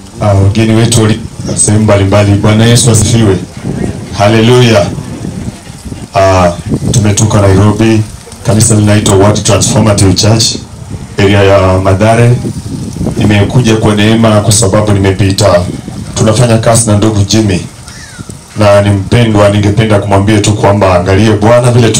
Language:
Swahili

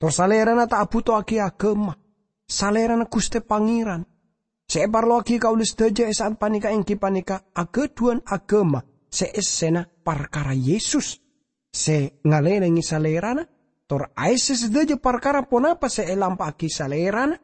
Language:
Madurese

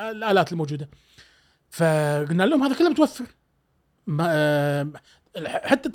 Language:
Gulf Arabic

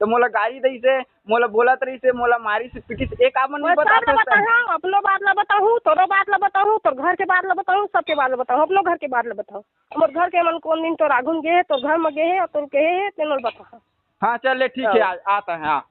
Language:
Chhattisgarhi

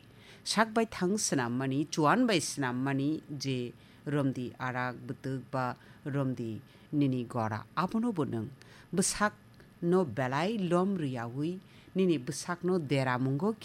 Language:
Kok Borok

